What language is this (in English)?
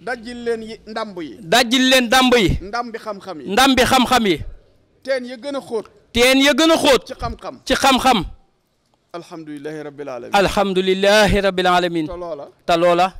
Wolof